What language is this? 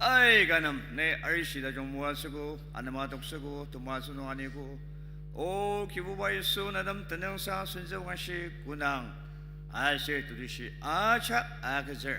Ao Naga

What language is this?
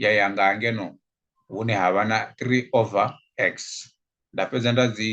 Venda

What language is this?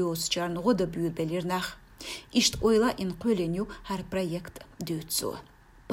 Chechen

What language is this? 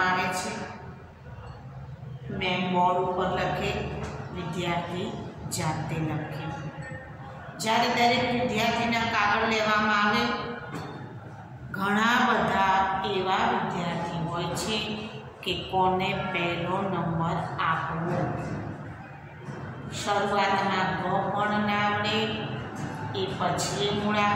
Gujarati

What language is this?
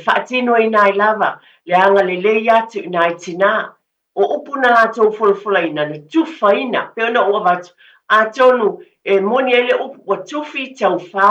Samoan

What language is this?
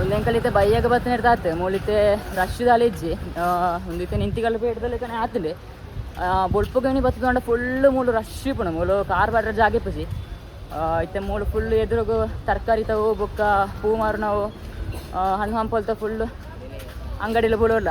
Tulu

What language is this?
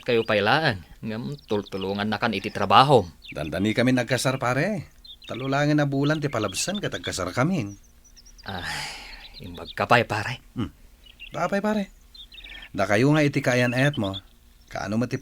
Iloko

